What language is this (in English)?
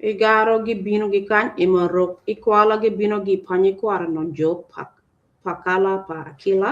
Acoli